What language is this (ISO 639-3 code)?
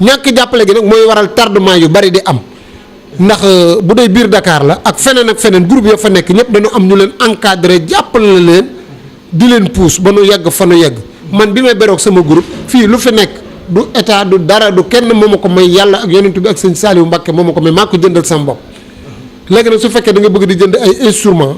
wol